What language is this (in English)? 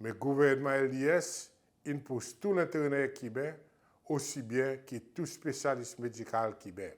Seselwa Creole French